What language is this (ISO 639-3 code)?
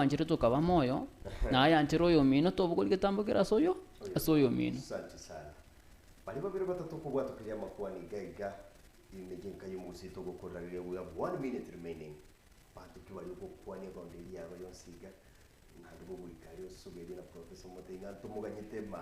guz